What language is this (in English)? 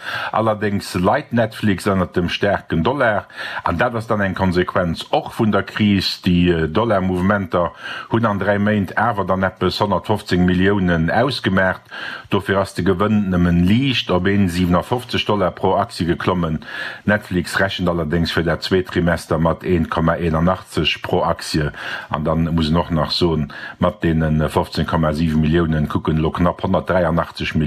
Luxembourgish